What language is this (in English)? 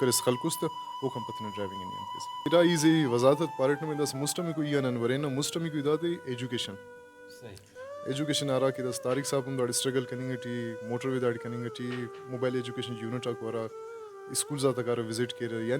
Brahui